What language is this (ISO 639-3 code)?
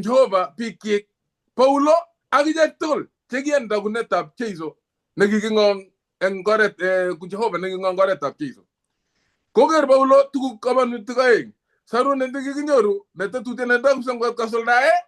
kln